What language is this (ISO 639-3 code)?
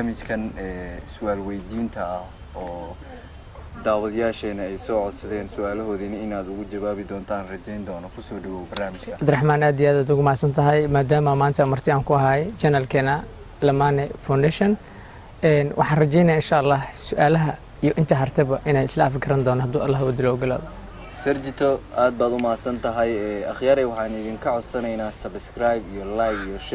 som